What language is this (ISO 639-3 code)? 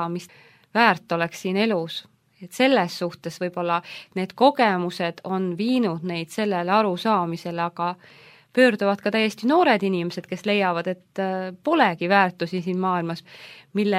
est